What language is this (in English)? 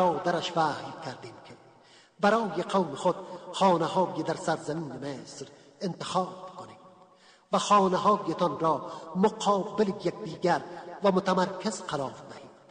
Persian